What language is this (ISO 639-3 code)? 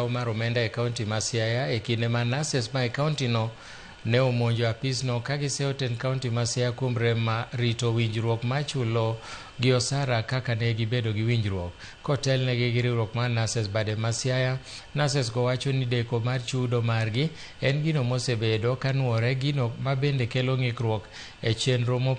luo